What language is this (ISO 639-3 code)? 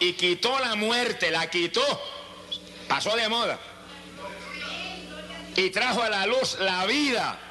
spa